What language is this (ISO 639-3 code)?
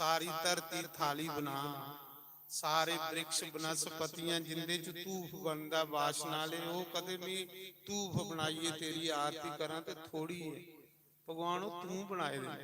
doi